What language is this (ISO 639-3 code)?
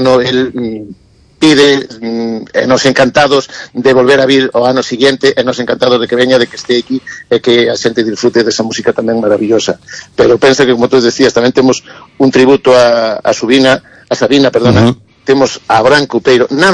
glg